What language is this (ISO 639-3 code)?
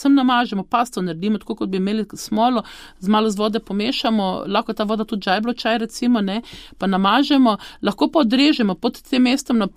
slv